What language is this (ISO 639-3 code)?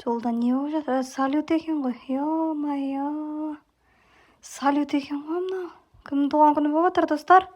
kaz